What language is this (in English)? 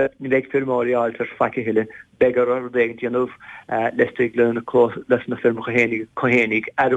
Irish